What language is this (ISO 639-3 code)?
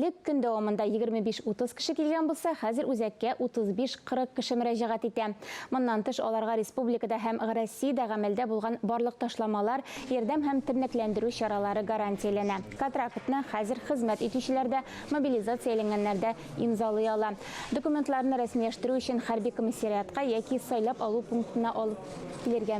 tat